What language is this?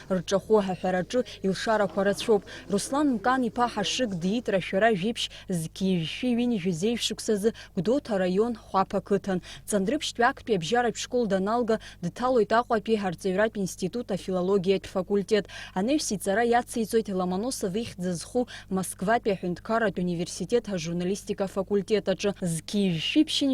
Abkhazian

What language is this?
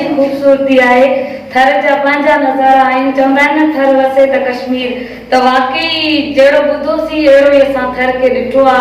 Sindhi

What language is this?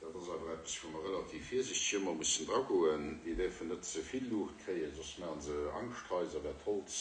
Luxembourgish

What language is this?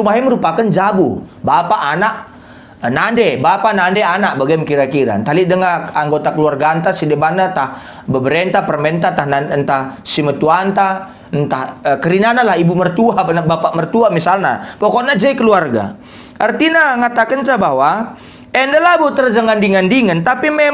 Batak Karo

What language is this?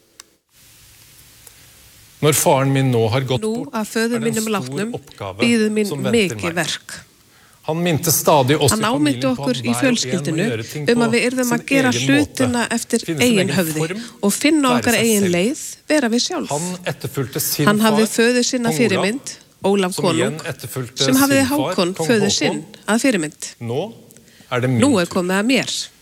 Icelandic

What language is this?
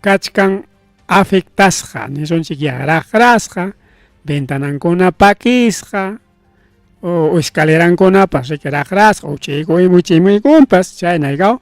Ayacucho Quechua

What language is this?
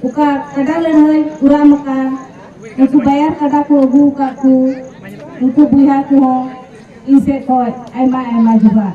Santali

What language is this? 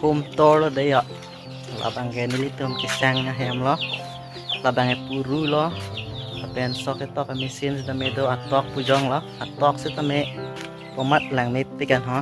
Karbi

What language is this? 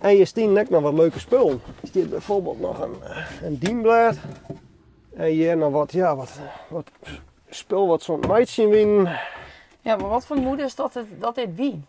Western Frisian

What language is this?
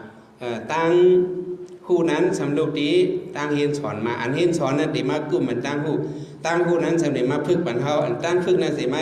Shan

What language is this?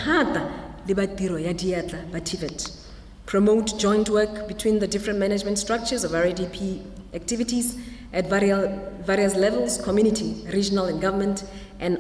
Tswana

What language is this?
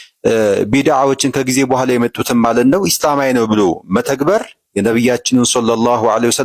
Amharic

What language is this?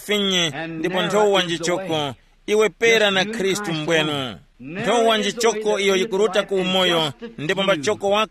Tumbuka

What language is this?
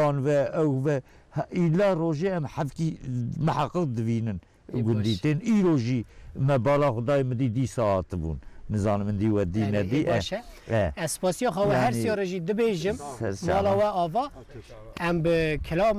Kurdish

